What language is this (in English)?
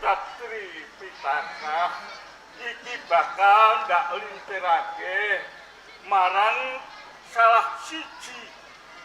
Javanese